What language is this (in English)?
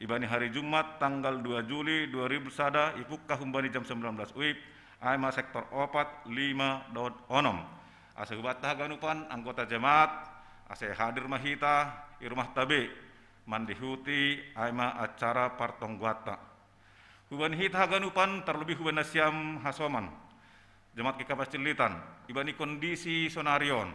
Batak Simalungun